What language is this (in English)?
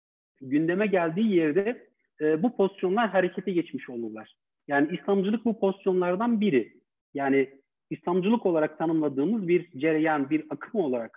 Turkish